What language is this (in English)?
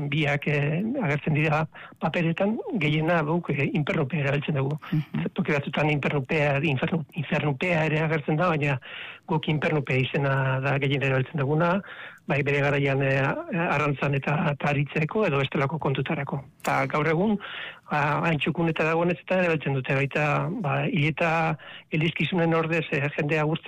Basque